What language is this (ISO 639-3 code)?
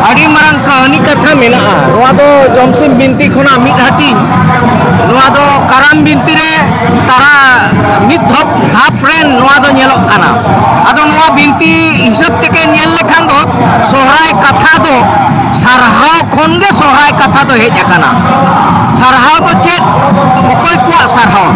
sat